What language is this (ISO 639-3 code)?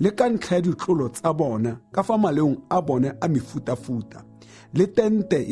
tsn